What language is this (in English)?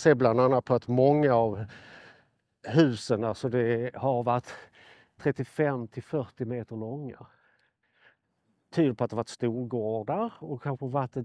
Swedish